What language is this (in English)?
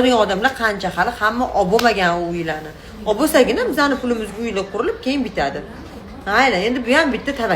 Uzbek